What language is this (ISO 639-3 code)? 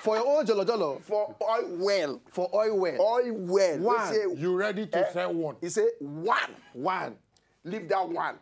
pcm